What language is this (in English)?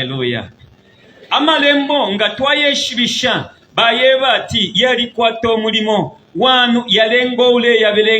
Bemba